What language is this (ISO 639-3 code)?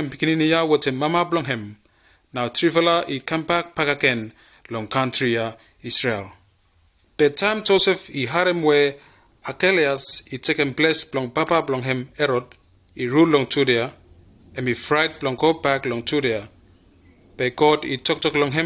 bis